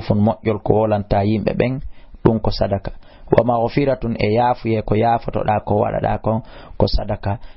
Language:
Fula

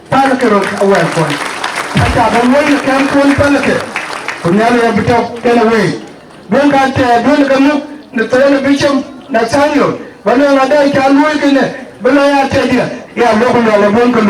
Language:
Dinka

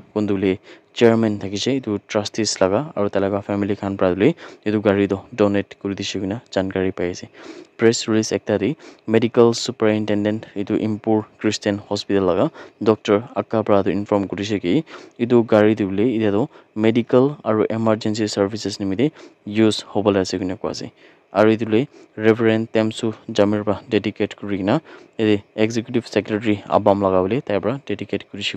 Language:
Naga Pidgin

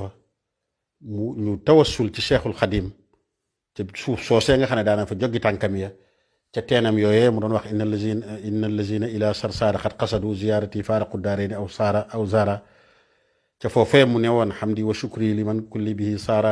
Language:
Wolof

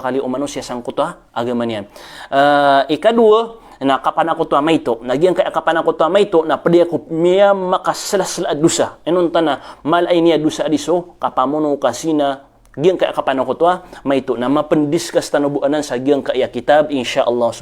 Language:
Maranao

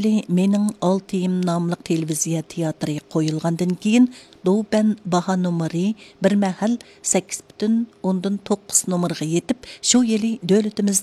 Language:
Uyghur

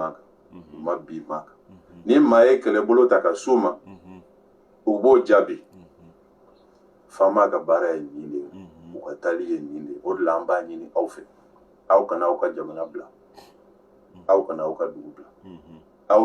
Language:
Bambara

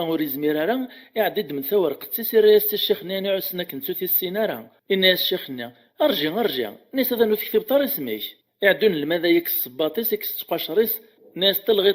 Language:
Kabyle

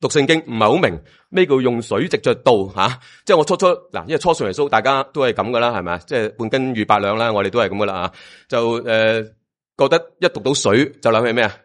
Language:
Cantonese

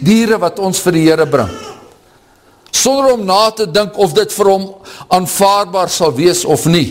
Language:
Afrikaans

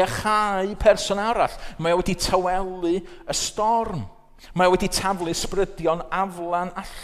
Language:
Welsh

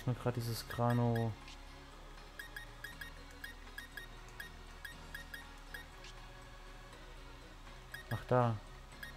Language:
German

